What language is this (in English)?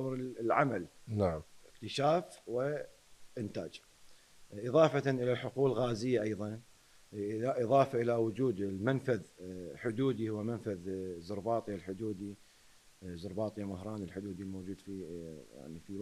Mesopotamian Arabic